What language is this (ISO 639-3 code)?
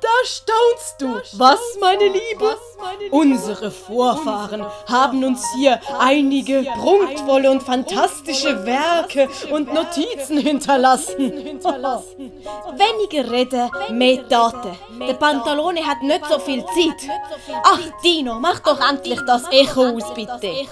gsw